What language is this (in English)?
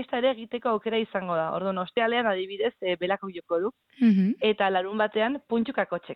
Basque